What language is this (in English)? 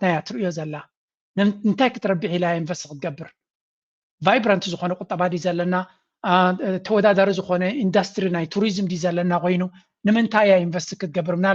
Tigrinya